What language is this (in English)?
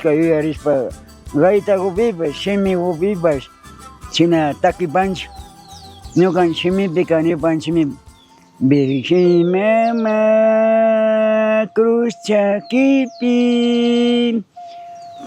Chimborazo Highland Quichua